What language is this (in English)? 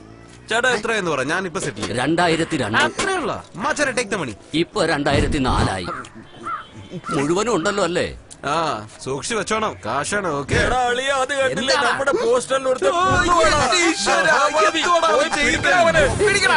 Malayalam